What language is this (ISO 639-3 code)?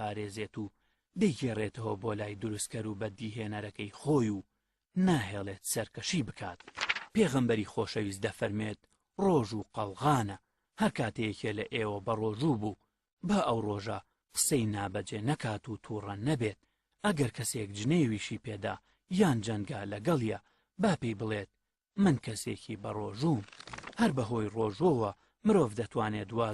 ckb